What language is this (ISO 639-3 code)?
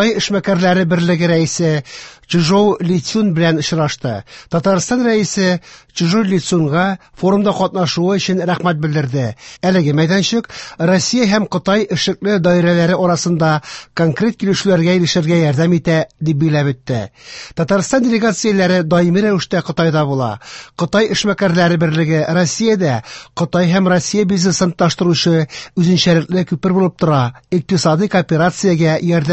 tat